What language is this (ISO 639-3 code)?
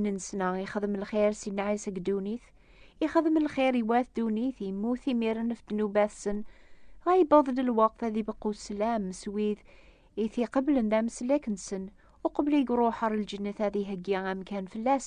kab